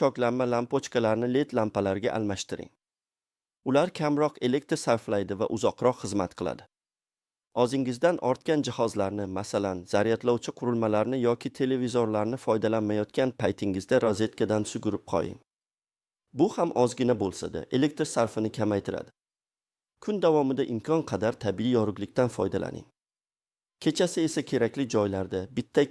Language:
Uzbek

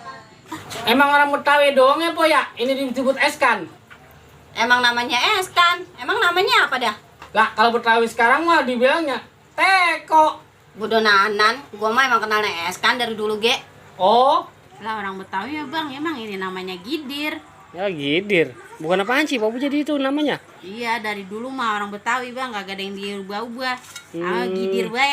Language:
Betawi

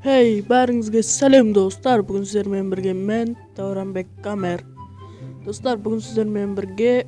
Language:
Kara-Kalpak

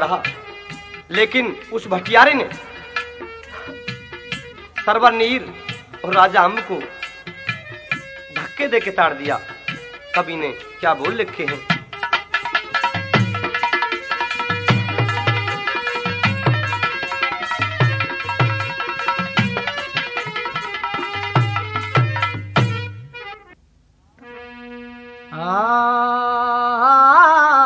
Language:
Haryanvi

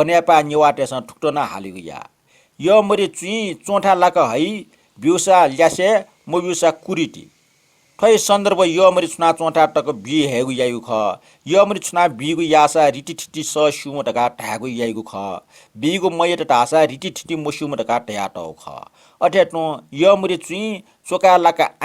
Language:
Newari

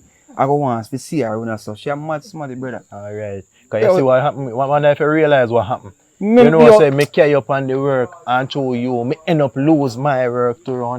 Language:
Jamaican Creole English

